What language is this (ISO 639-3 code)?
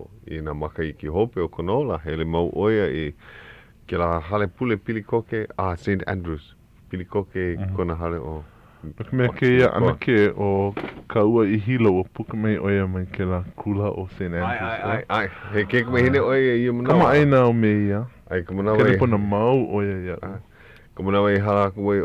haw